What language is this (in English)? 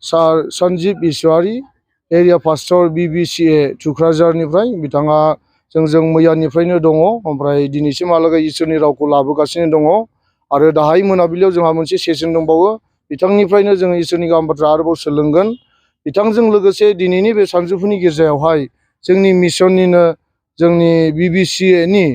Bodo